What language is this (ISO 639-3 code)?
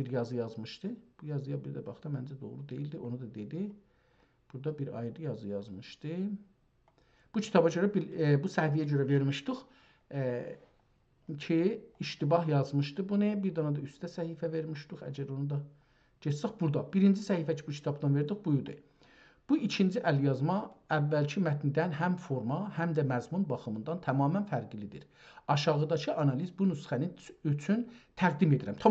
azb